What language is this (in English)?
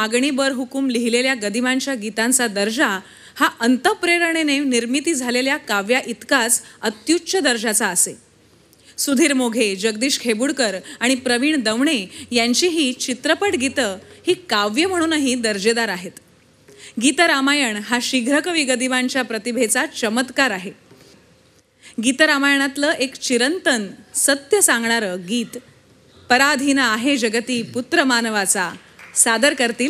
Marathi